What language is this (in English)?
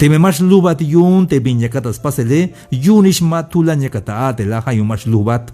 Tzeltal